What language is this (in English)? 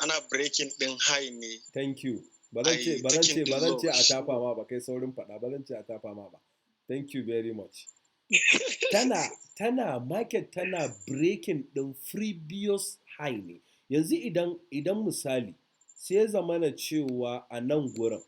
Hausa